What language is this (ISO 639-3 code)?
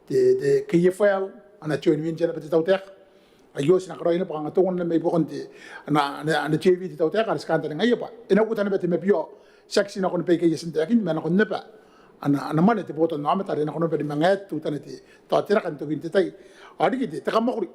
gil